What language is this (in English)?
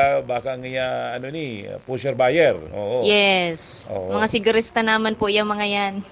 Bikol